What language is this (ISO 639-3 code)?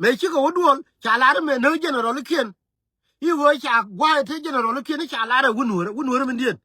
nus